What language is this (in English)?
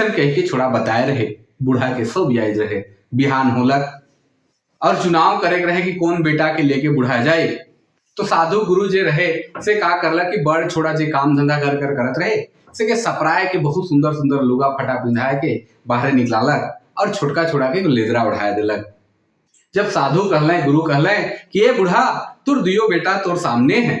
Sadri